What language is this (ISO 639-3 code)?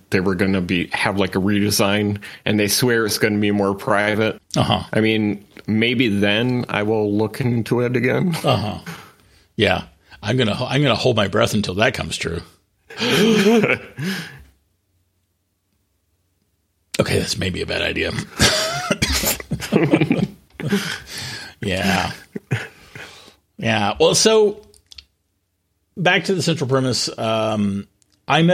eng